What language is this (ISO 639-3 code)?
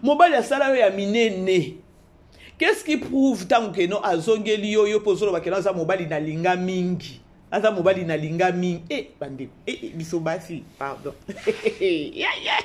lin